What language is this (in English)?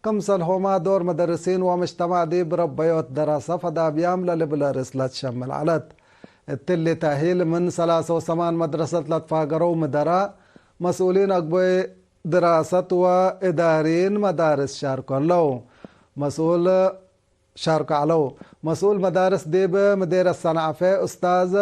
Tigre